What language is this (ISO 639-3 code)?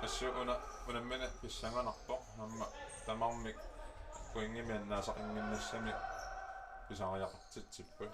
kal